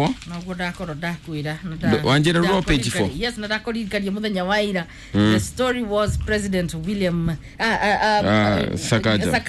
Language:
Kikuyu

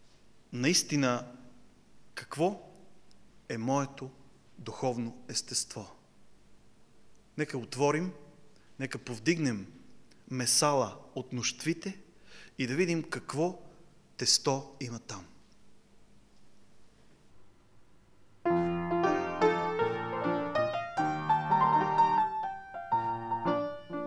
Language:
Bulgarian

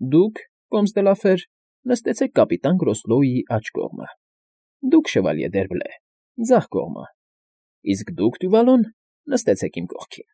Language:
Armenian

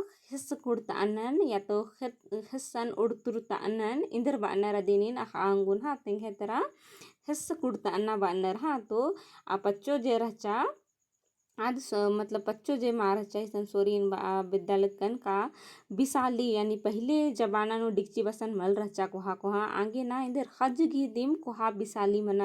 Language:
Kurukh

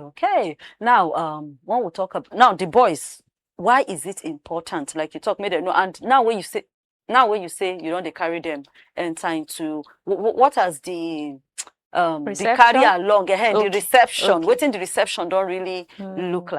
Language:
Nigerian Pidgin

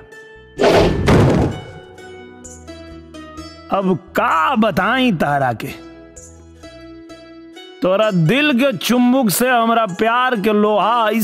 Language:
Bhojpuri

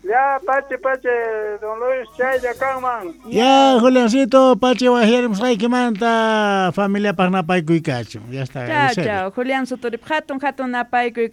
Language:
Quechua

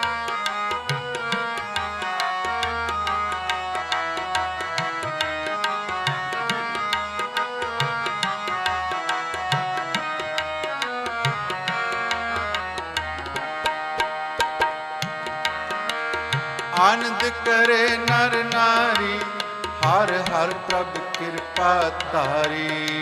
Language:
Punjabi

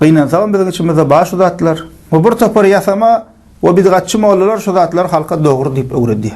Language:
Turkmen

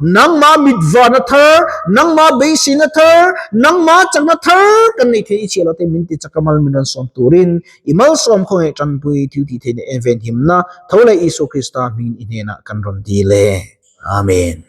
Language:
Mizo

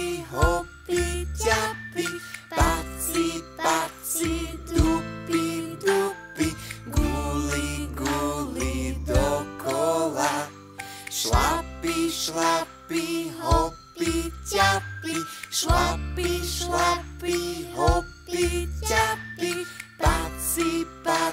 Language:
Slovak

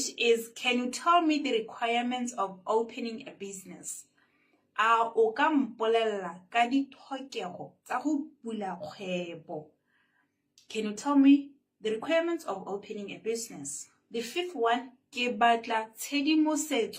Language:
Tswana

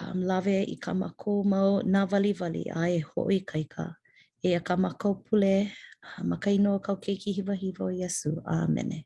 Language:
Hawaiian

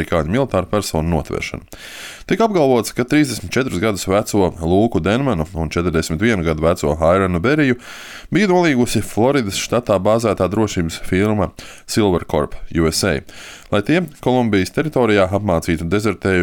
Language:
Latvian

